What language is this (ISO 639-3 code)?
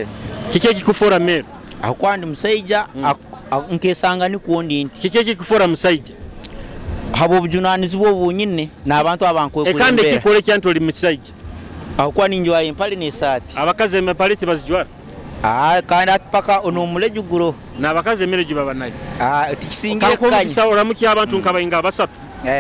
nyo